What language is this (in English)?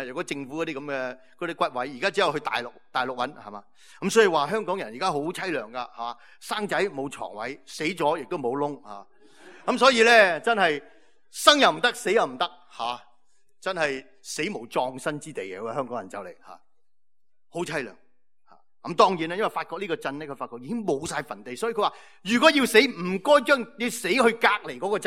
Cantonese